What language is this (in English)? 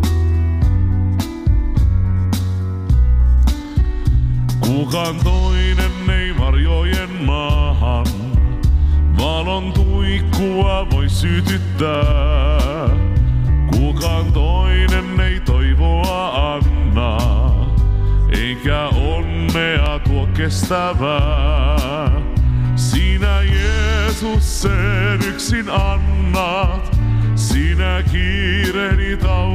Finnish